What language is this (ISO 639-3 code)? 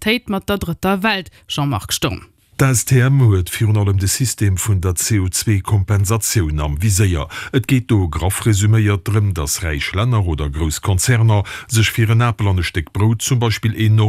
ltz